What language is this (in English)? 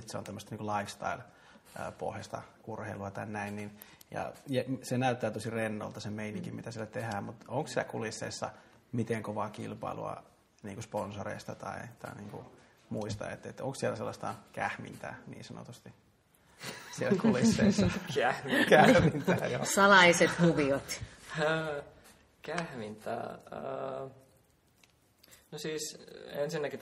Finnish